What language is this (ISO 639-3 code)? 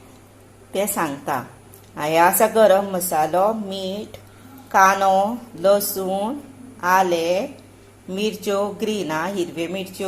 kok